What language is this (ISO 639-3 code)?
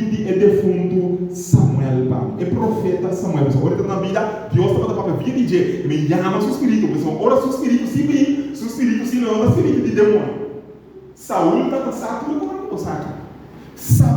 pap